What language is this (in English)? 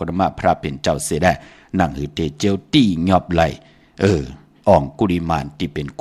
Shan